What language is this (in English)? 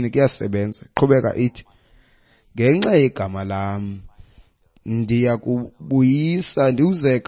Xhosa